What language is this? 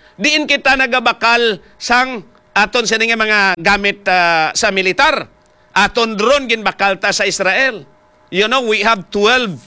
Hiligaynon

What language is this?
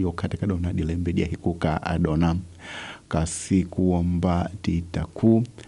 Tsonga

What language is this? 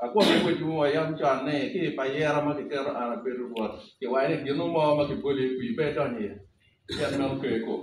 Acoli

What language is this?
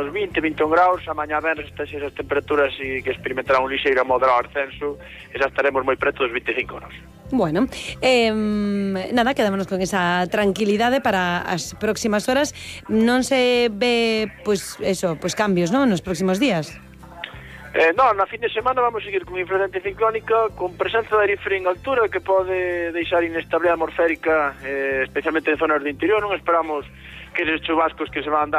Galician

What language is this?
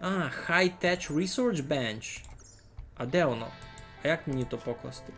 Rusyn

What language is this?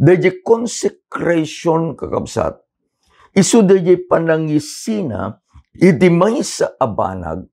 Iloko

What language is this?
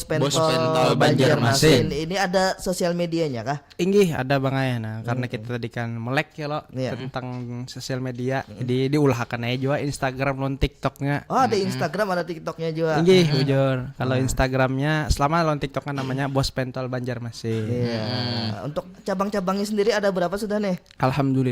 Banjar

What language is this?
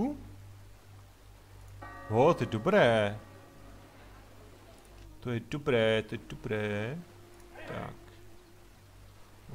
Czech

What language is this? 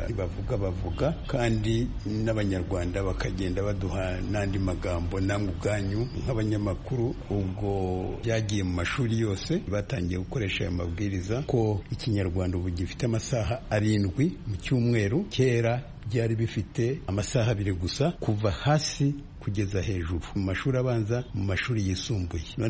Kinyarwanda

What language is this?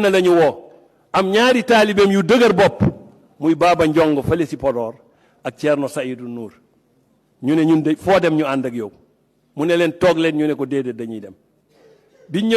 Wolof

